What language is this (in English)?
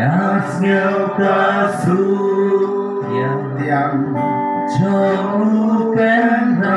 Khasi